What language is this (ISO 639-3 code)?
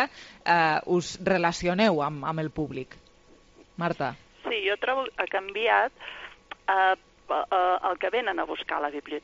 cat